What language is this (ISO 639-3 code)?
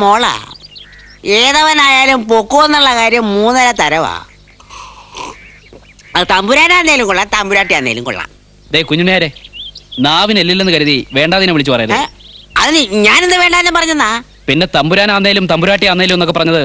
mal